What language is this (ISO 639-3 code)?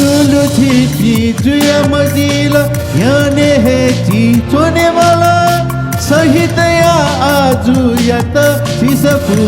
new